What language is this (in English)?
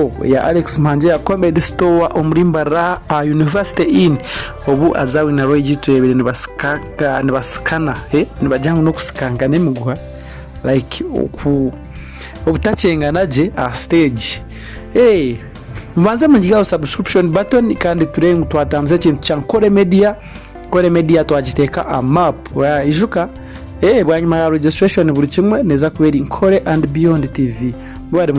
Nyankole